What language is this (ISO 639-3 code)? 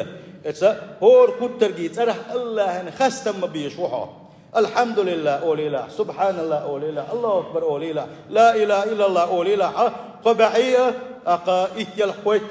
che